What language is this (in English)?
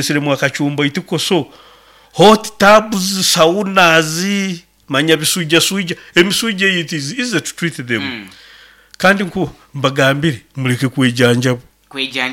Nyoro